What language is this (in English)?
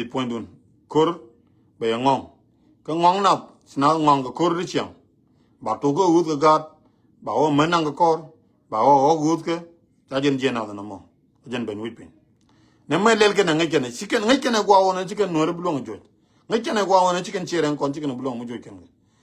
Nuer